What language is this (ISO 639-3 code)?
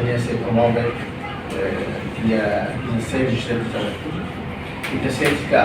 tet